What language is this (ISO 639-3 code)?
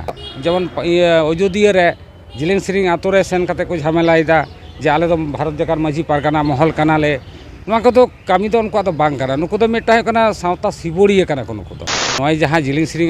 sat